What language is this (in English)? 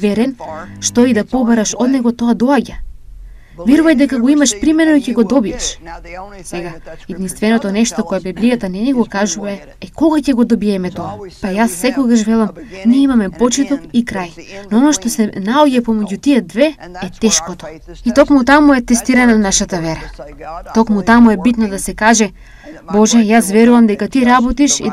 Macedonian